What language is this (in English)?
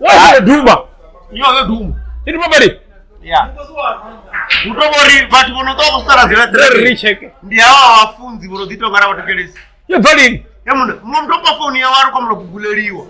Venda